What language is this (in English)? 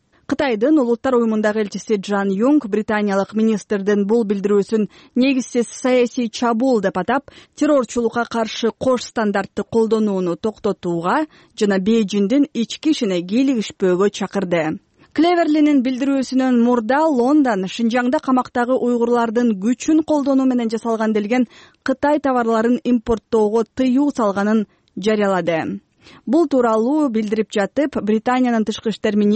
Kyrgyz